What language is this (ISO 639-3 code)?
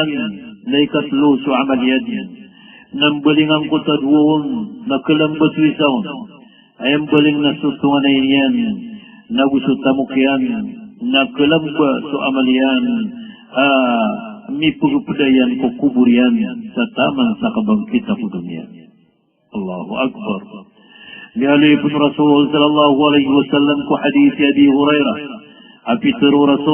mrw